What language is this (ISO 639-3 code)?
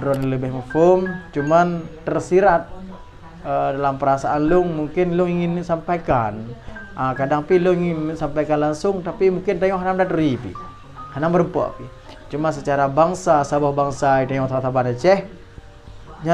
ace